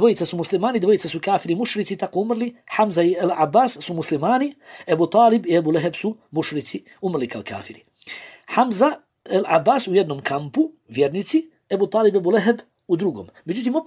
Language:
Bosnian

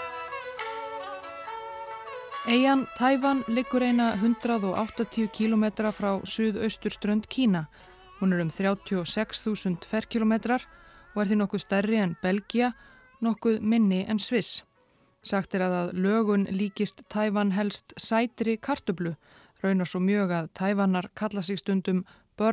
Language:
Icelandic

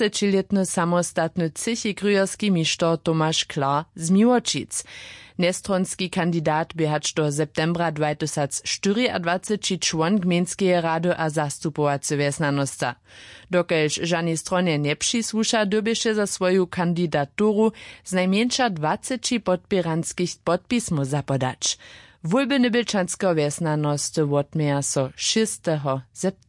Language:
Upper Sorbian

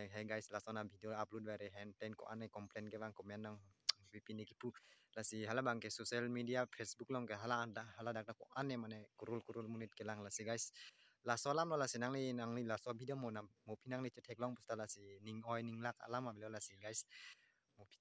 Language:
Karbi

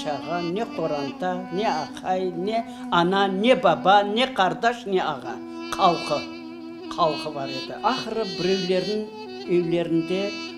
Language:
Crimean Tatar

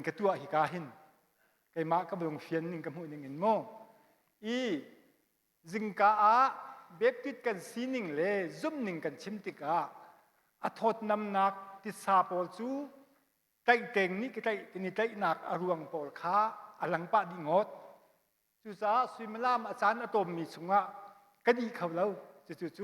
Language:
Hakha Chin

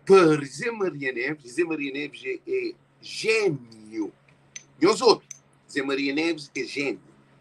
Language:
Kabuverdianu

